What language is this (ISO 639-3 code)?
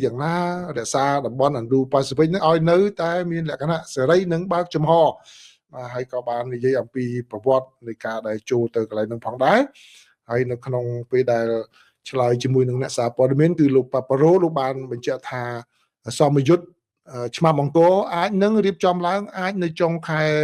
khm